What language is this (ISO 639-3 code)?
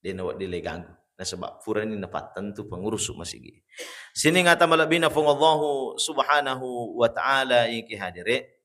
bug